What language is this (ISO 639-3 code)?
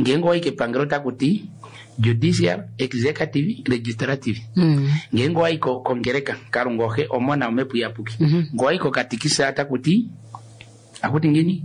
kua